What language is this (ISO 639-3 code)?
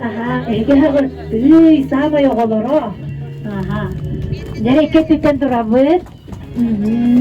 sah